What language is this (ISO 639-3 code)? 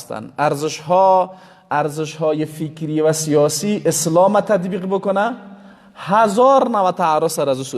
fas